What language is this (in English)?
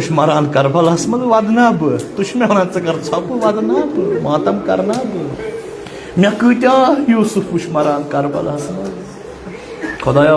Kashmiri